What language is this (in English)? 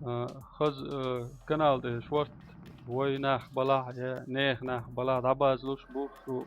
Chechen